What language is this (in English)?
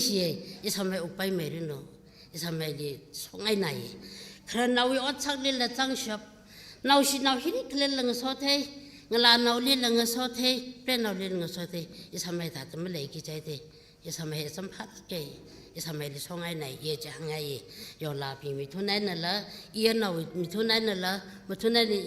Tangkhul Naga (India)